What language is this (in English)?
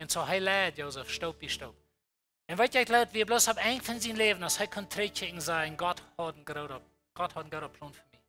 Plautdietsch